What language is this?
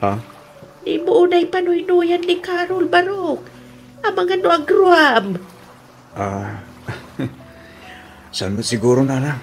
Iloko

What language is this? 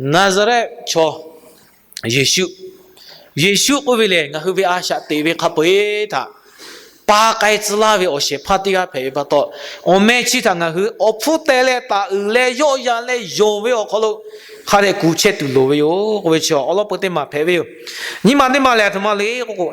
Lahu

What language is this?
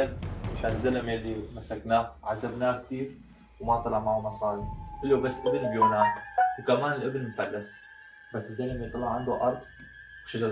North Levantine Arabic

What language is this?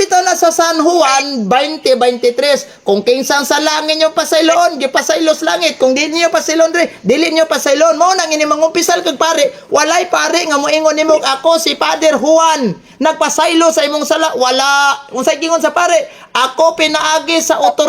Cebuano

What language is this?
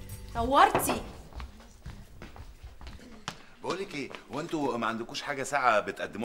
Egyptian Arabic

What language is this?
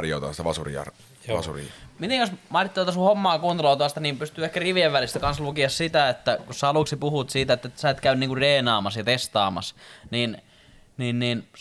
Finnish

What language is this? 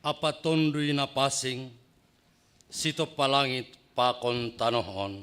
Batak Simalungun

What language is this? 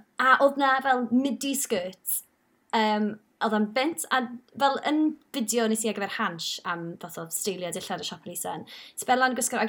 Welsh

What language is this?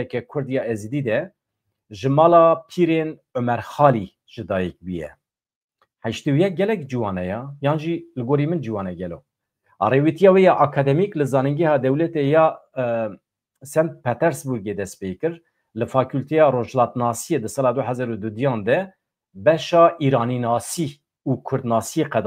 Kurdish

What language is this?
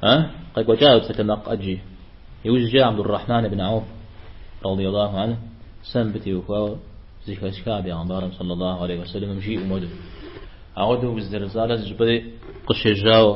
Kabardian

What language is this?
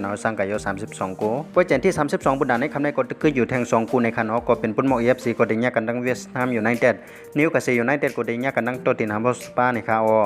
Shan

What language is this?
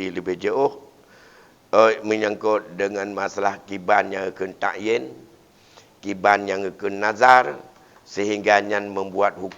Achinese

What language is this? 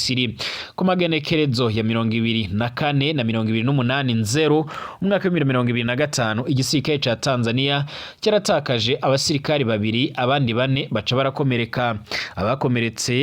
Rundi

